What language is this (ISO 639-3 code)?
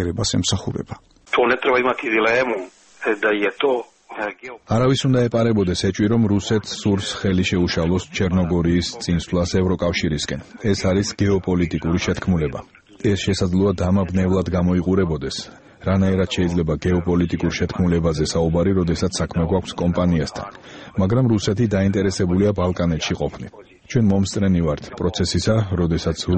kat